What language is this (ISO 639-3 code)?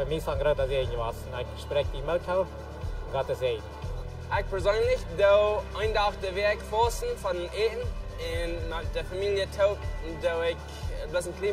pdt